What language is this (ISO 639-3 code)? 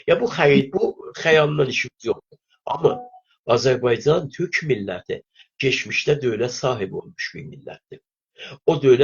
azb